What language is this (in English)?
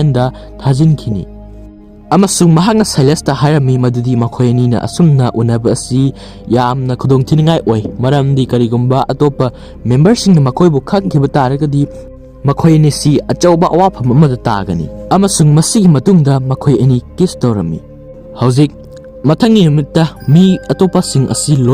Manipuri